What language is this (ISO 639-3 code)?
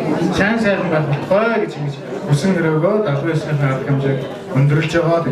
mon